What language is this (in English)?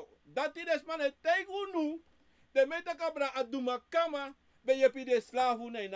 Sranan Tongo